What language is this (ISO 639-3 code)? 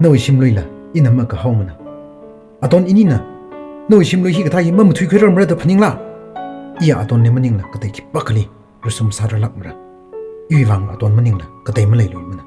nmf